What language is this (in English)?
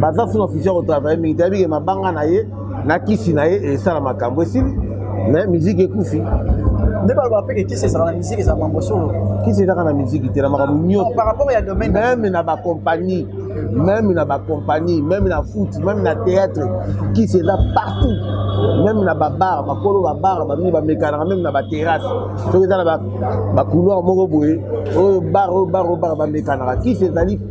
Lingala